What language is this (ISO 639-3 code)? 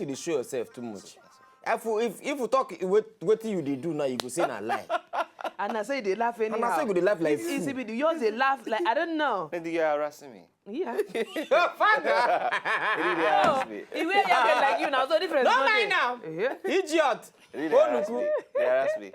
pcm